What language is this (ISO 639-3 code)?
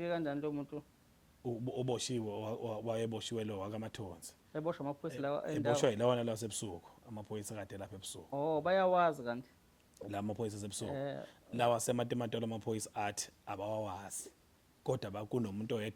zul